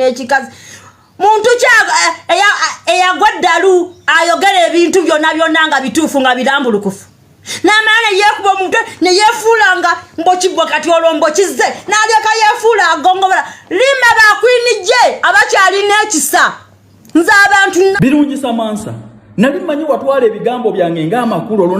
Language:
Ganda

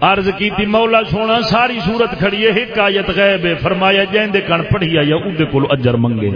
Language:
Saraiki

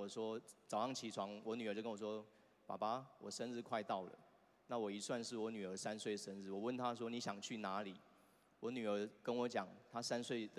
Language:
Chinese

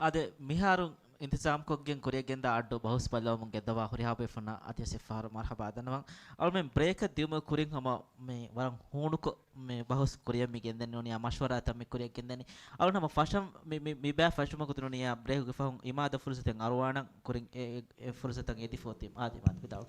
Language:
Divehi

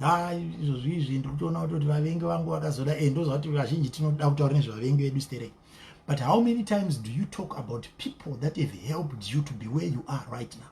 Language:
Shona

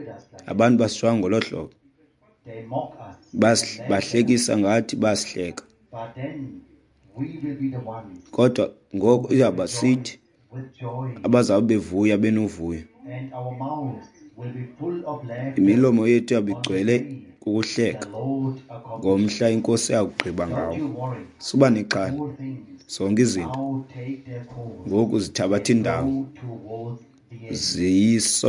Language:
Xhosa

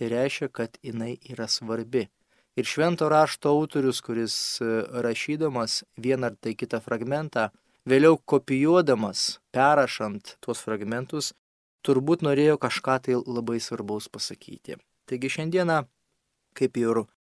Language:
Lithuanian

